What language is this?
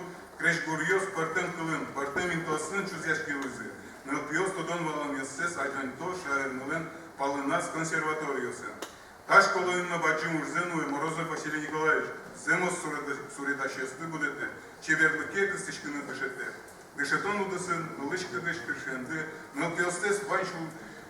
Udmurt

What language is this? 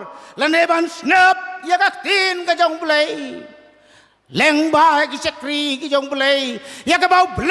Khasi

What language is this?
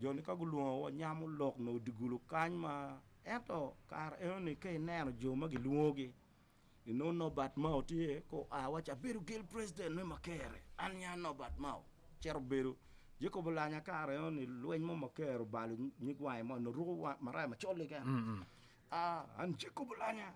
Acoli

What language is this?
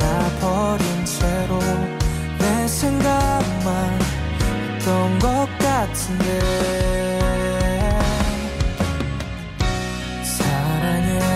Korean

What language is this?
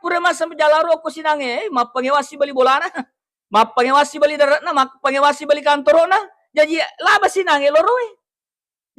Buginese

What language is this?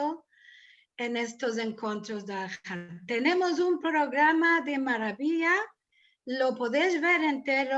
Ladino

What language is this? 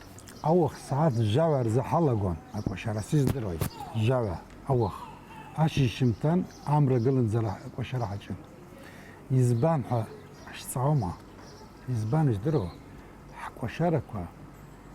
Abkhazian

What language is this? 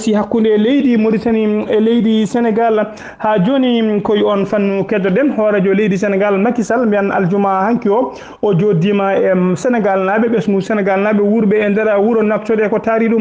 Fula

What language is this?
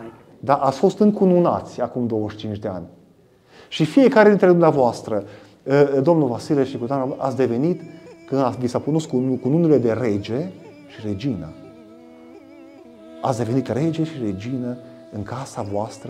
Romanian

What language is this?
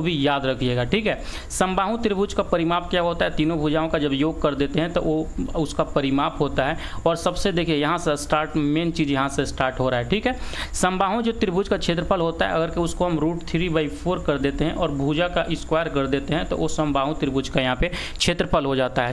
Hindi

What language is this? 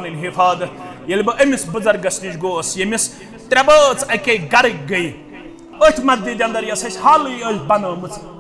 Kashmiri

